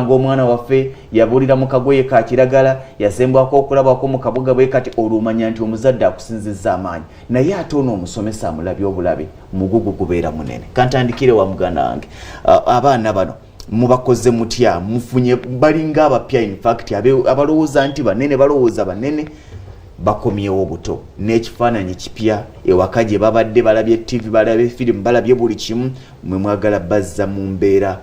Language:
Ganda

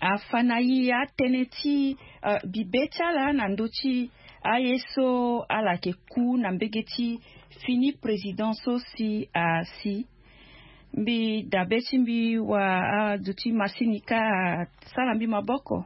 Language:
Sango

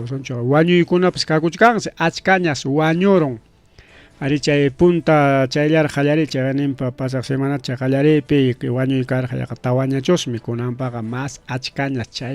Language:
Ayacucho Quechua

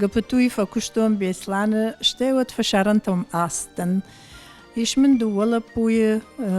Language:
Ossetic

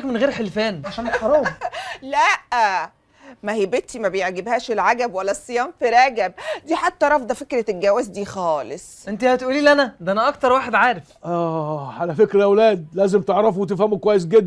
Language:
Egyptian Arabic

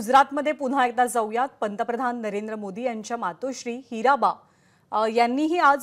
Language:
Marathi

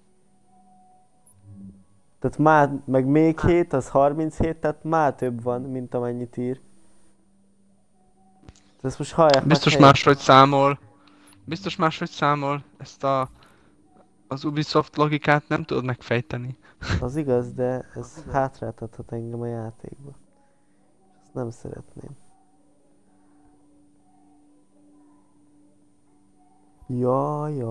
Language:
Hungarian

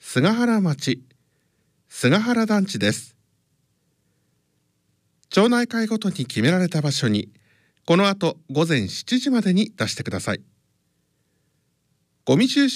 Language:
Japanese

